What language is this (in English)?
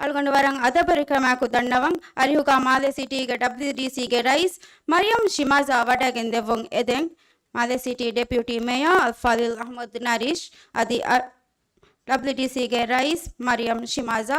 Divehi